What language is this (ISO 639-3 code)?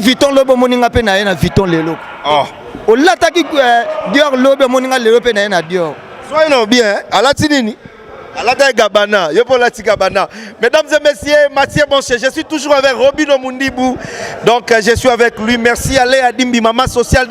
lin